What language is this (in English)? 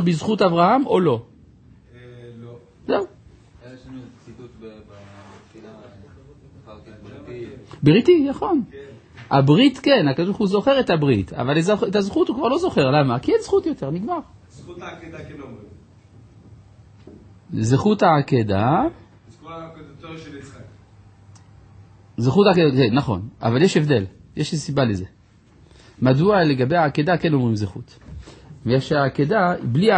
Hebrew